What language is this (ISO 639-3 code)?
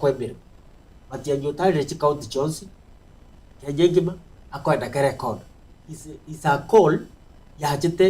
guz